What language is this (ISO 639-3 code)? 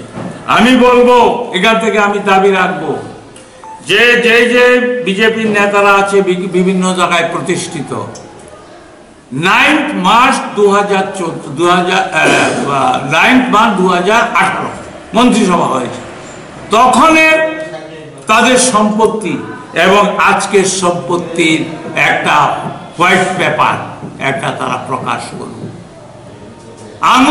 ben